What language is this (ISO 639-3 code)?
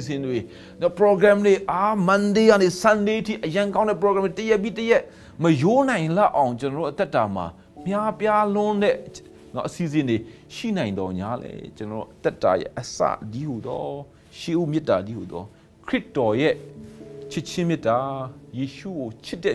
mya